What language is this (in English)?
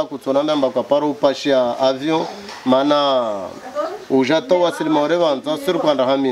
Swahili